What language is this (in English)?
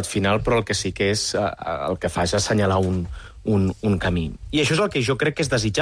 Catalan